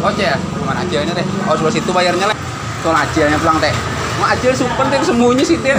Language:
Banjar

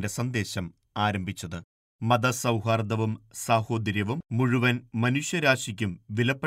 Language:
Malayalam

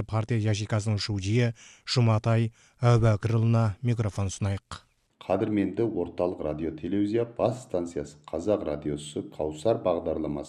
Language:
Kazakh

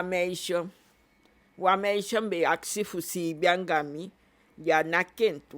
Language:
Eastern Maroon Creole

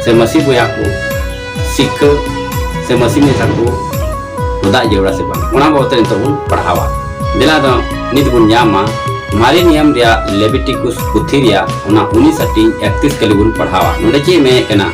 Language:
Santali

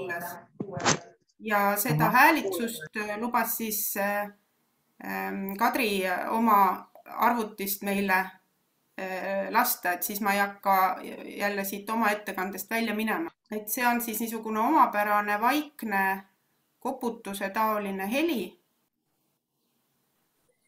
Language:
Estonian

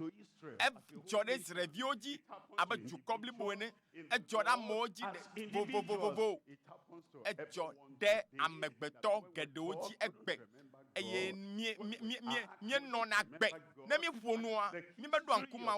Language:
Ewe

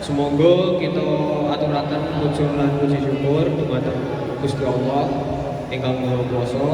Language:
Javanese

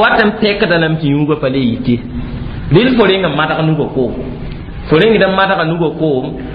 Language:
Mossi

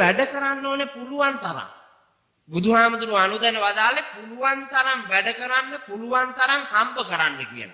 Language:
Sinhala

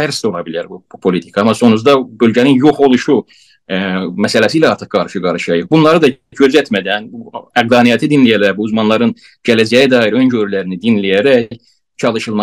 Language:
South Azerbaijani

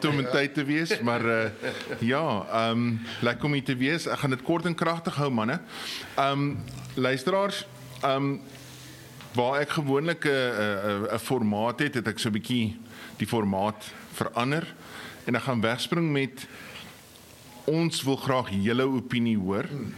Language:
Afrikaans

